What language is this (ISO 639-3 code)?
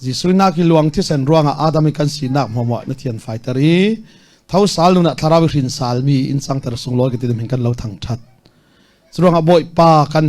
cnh